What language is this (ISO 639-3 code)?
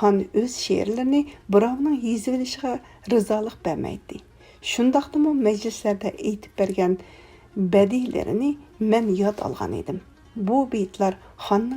uig